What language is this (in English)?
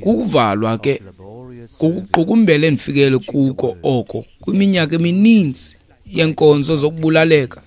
Xhosa